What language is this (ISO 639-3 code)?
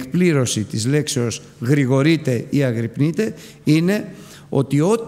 ell